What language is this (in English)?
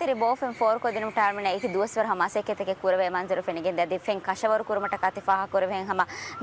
Divehi